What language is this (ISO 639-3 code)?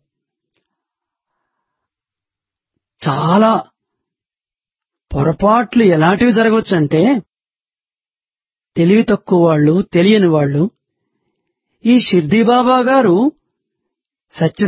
tel